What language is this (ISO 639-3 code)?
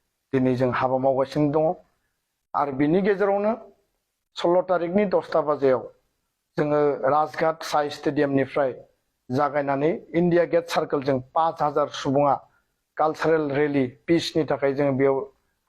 brx